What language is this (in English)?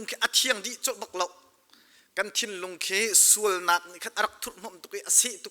Hakha Chin